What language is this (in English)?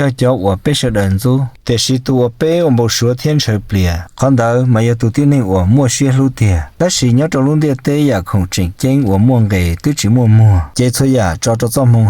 Hmong